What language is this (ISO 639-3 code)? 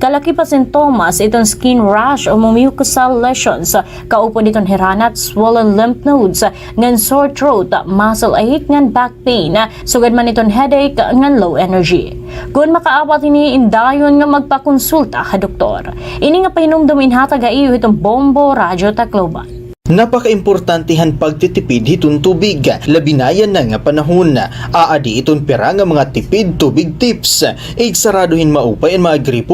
war